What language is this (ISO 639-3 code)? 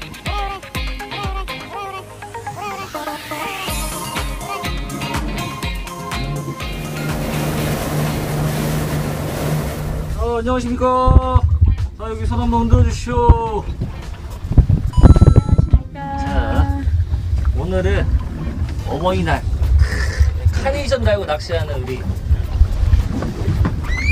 kor